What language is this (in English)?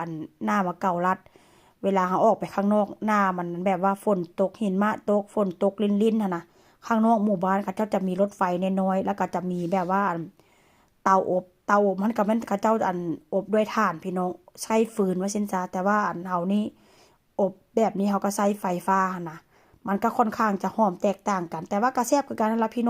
Lao